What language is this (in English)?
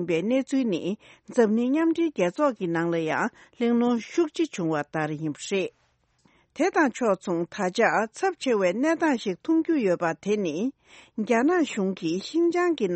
Tibetan